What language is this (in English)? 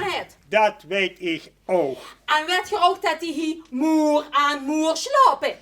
Limburgish